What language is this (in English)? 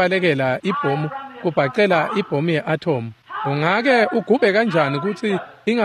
Swati